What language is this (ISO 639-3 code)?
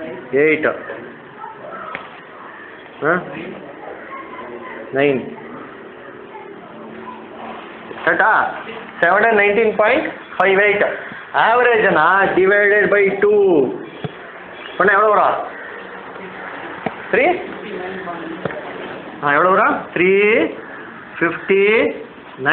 tam